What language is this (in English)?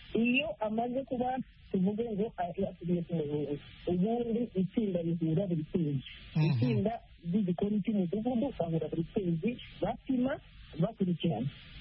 Kinyarwanda